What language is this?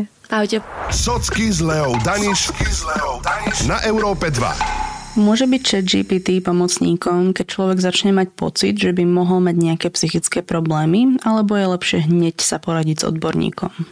Slovak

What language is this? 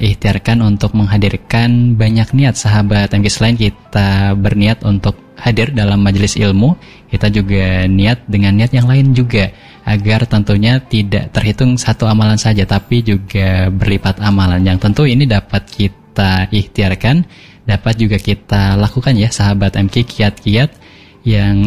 Indonesian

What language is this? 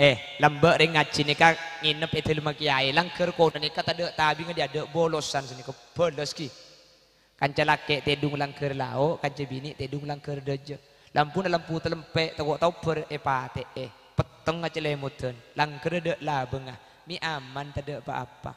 Madurese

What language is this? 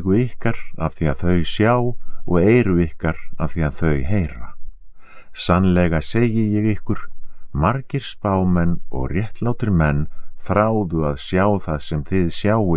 Icelandic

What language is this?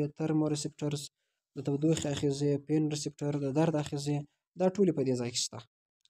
Pashto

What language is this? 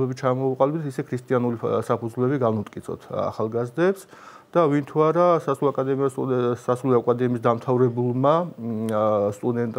Georgian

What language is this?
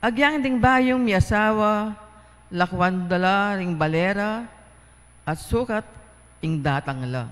Pampanga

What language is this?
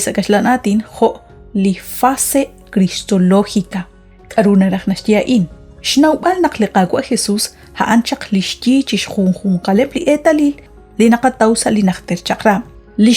Kekchí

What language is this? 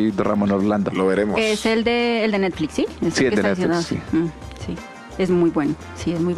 Spanish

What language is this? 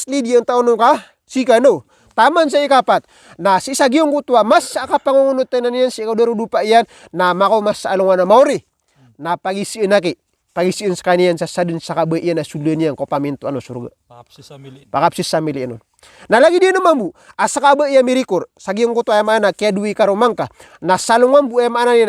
Maranao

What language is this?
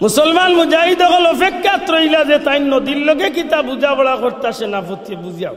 Sylheti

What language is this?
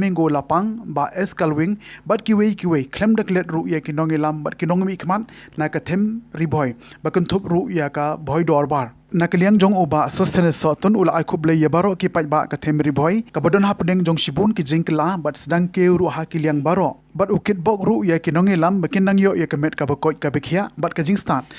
Khasi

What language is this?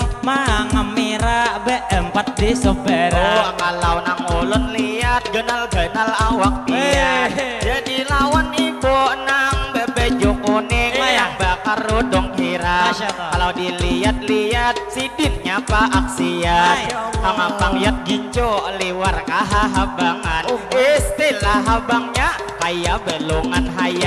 Banjar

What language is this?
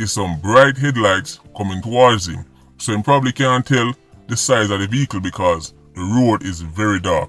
Jamaican Creole English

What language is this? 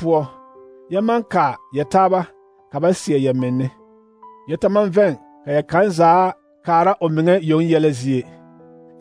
Southern Dagaare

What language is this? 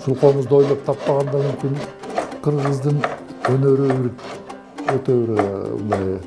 Kyrgyz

